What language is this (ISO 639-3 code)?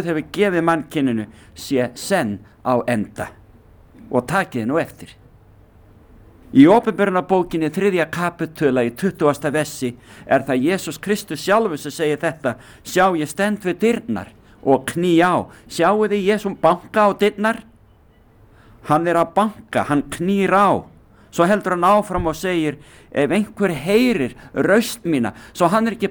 isl